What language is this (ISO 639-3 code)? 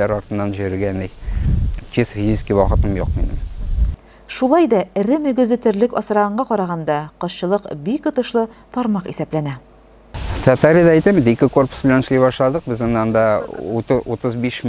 tat